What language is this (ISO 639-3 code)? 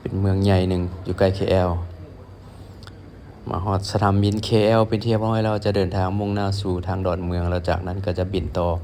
lao